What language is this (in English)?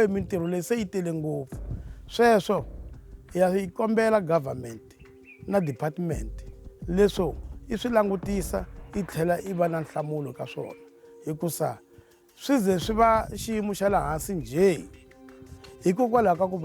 Tsonga